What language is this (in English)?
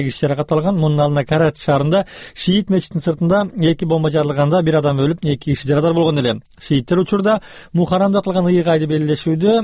Kyrgyz